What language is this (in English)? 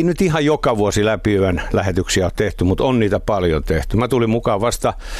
Finnish